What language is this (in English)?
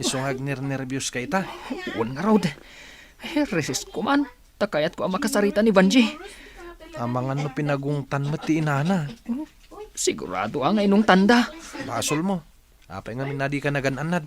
Iloko